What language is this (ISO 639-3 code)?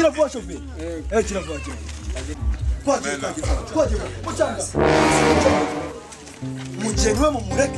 kin